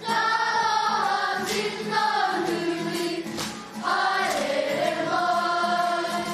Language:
Māori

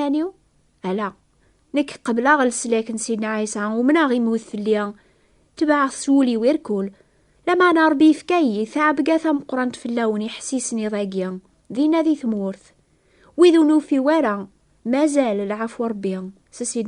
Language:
Kabyle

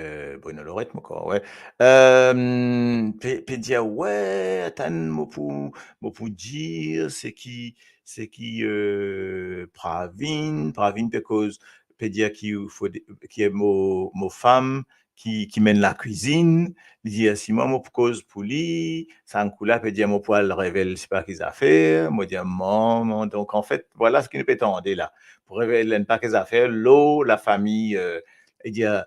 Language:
Morisyen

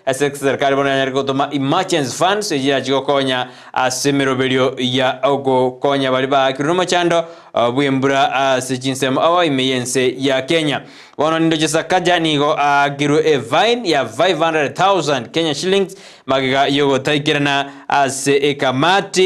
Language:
Gusii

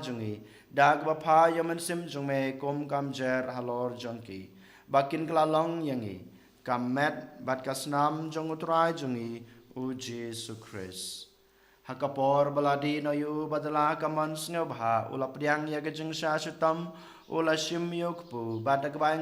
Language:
Khasi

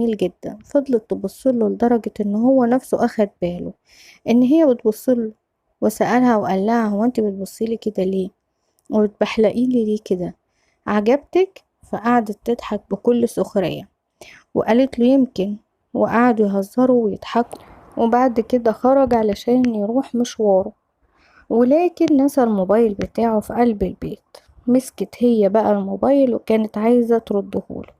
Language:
Egyptian Arabic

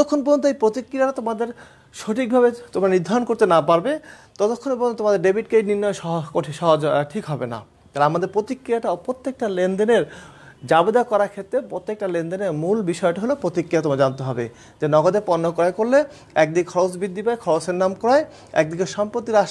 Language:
Bangla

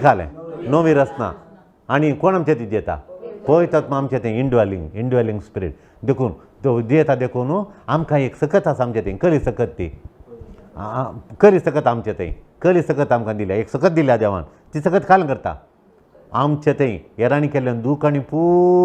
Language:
Konkani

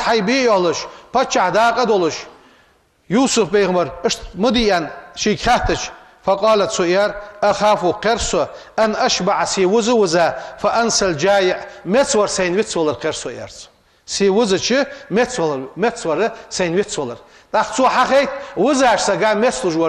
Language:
Ingush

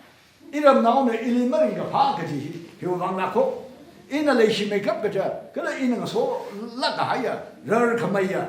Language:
Tangkhul Naga (India)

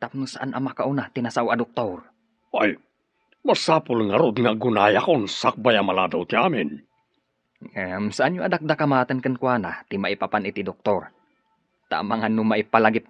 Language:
Iloko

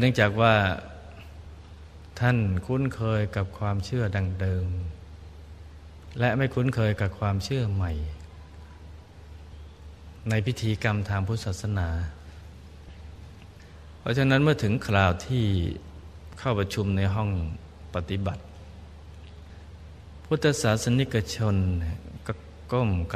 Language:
Thai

